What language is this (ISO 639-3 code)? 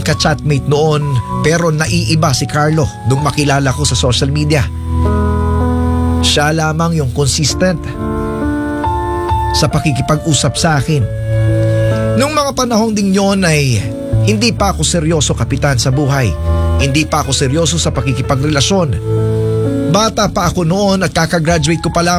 fil